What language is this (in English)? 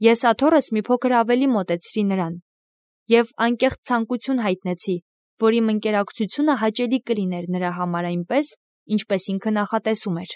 Armenian